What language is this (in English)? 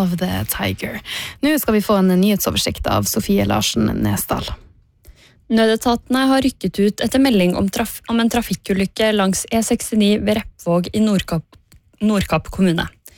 Norwegian